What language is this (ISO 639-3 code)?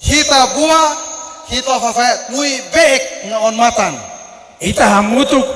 tet